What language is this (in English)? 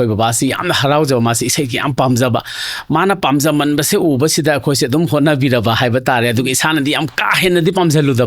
Manipuri